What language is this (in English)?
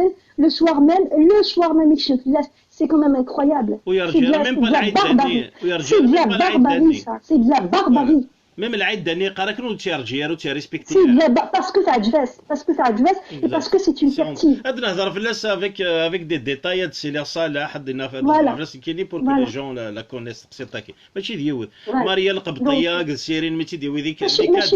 Kabyle